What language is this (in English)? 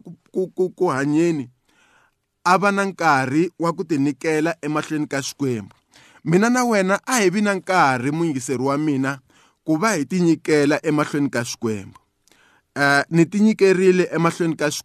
Tsonga